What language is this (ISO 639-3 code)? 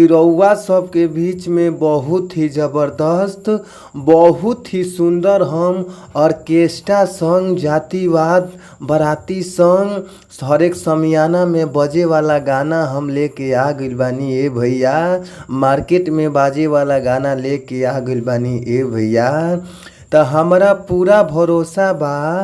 bho